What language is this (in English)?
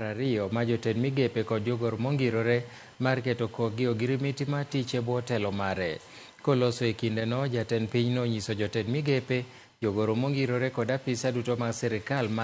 Luo (Kenya and Tanzania)